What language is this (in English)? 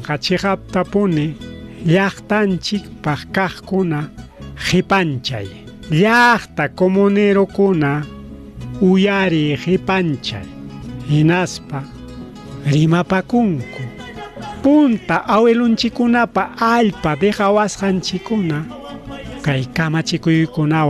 Ayacucho Quechua